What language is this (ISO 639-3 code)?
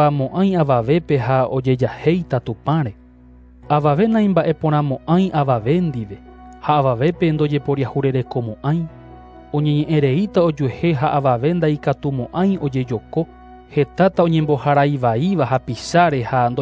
grn